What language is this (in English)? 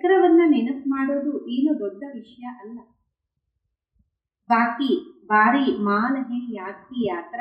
Kannada